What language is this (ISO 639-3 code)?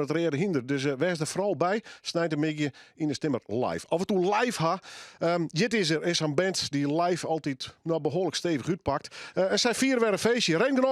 fry